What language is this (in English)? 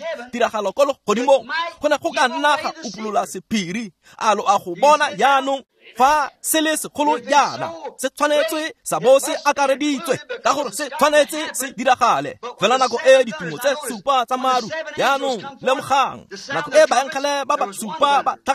Tswana